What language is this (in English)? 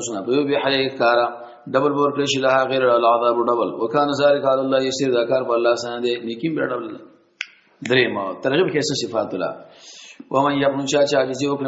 Pashto